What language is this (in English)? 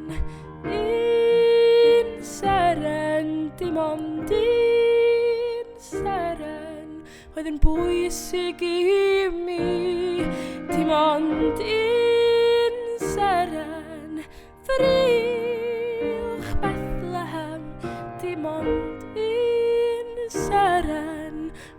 Welsh